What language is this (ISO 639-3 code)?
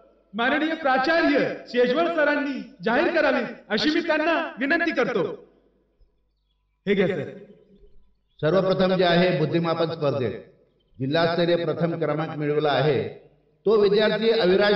mar